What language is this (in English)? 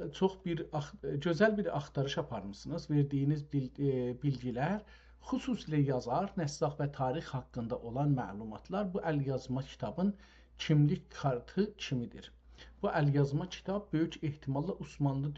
South Azerbaijani